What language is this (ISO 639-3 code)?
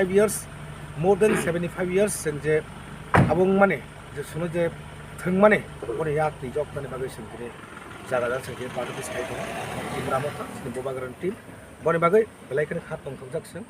trp